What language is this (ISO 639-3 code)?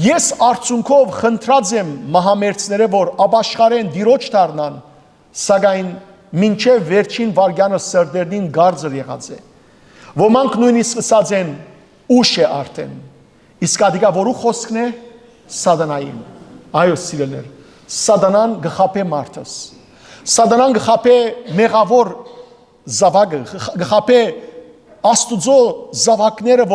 hyw